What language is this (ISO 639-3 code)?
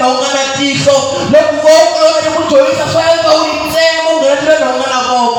tso